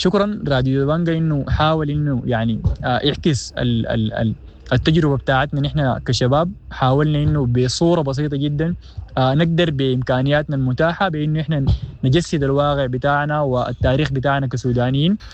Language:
Sudanese Arabic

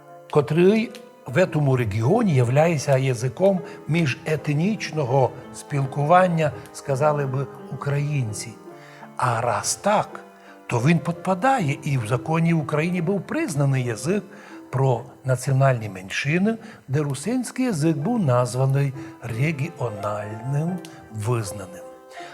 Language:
Rusyn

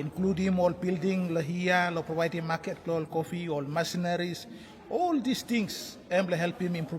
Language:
Tok Pisin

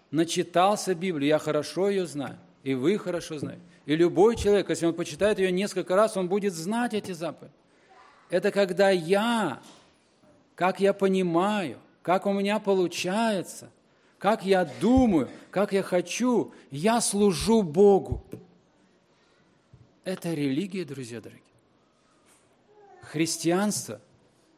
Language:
Russian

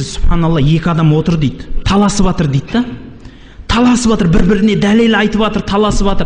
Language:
Kazakh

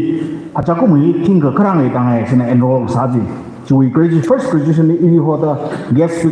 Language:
Tangkhul Naga (India)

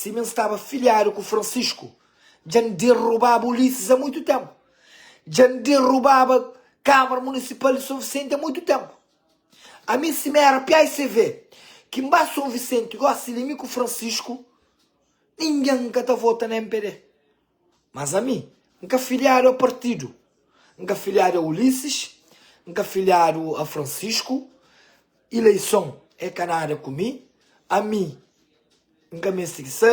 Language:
Kabuverdianu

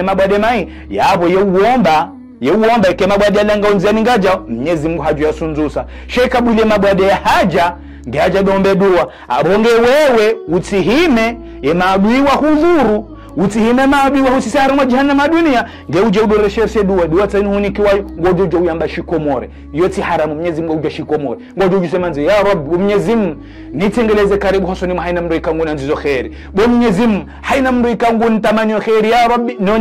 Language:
Ngazidja Comorian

